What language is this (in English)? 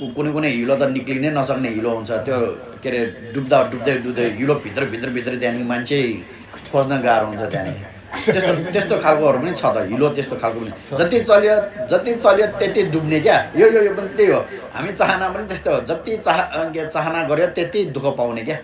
Nepali